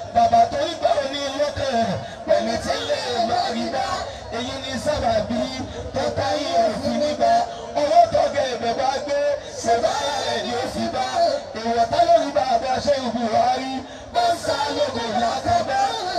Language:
Yoruba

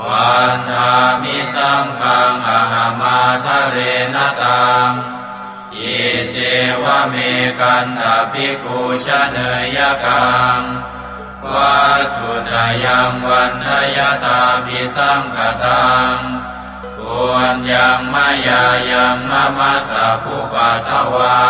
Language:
Pali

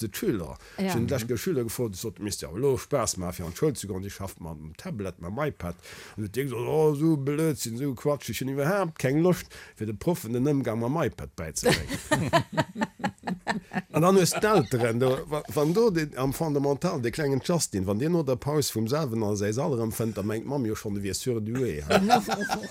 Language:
Luxembourgish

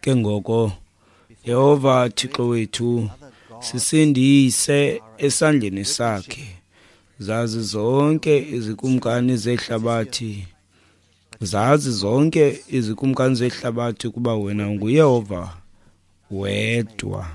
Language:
Xhosa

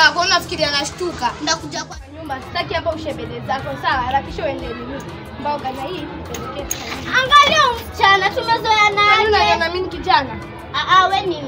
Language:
Swahili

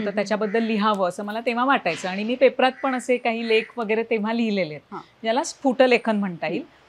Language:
Marathi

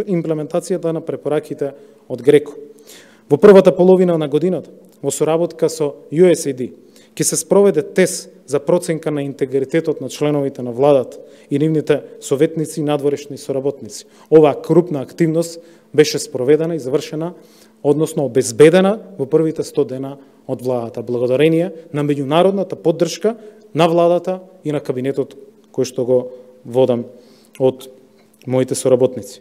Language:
Macedonian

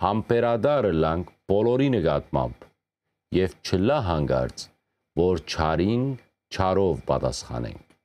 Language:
Western Armenian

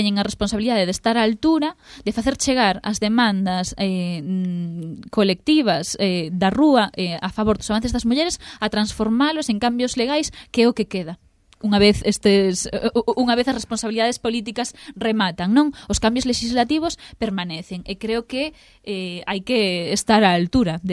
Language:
Galician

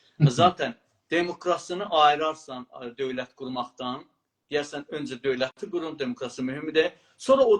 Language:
South Azerbaijani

